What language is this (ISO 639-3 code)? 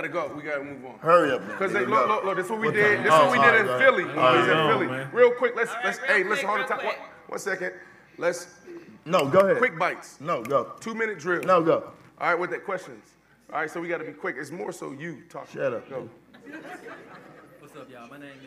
eng